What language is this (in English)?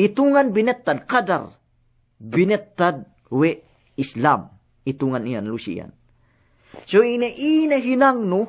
Yakan